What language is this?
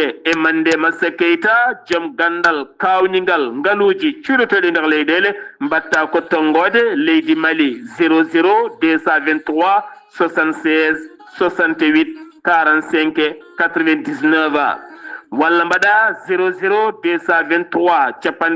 Fula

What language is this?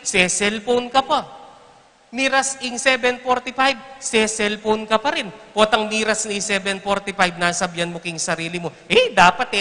Pampanga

